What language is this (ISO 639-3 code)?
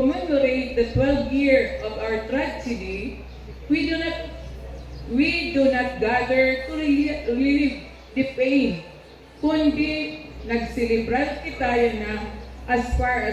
war